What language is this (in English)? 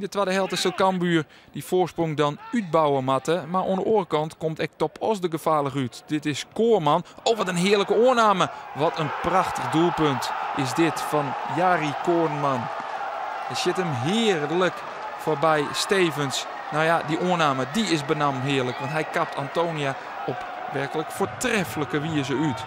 Western Frisian